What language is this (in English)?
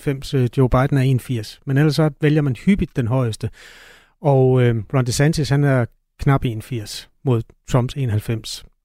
Danish